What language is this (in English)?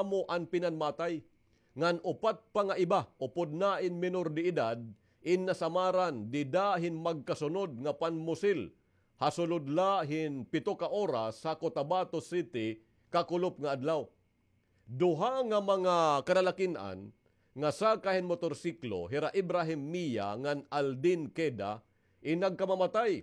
Waray